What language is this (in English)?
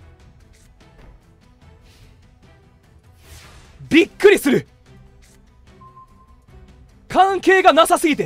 Japanese